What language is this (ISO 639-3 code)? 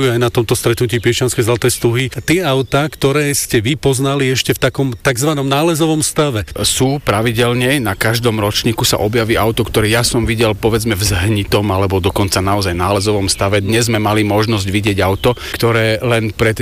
slk